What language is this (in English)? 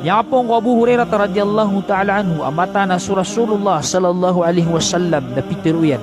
Maranao